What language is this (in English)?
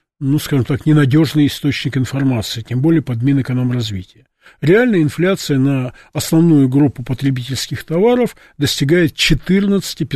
Russian